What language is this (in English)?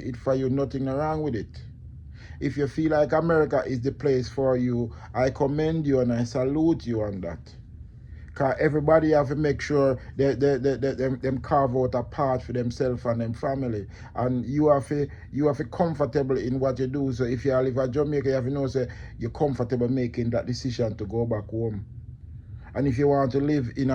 Jamaican Creole English